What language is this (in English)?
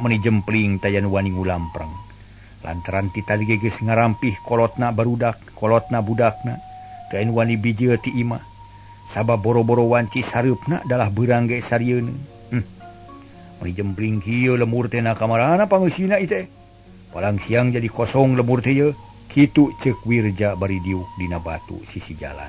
Sundanese